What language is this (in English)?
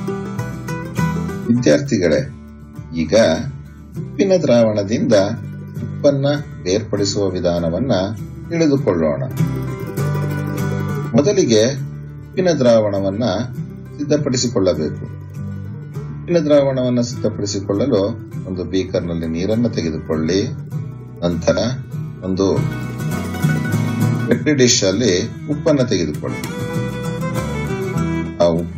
Kannada